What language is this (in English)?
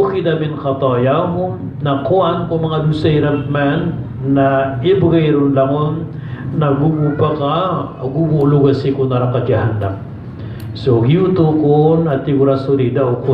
Maranao